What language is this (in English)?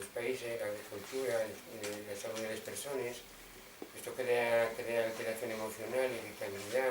Asturian